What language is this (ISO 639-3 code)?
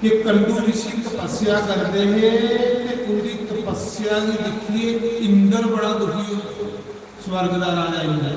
doi